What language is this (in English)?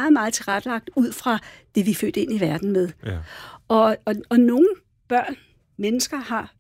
Danish